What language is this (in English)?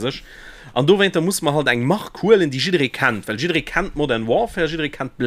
Luxembourgish